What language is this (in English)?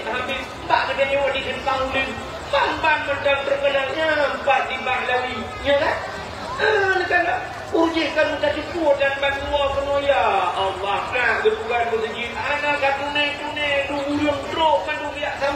Achinese